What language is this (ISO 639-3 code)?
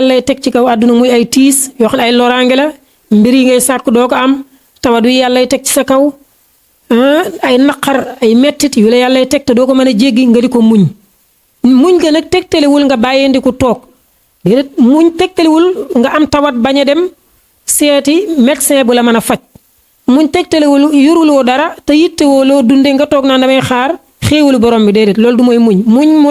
wol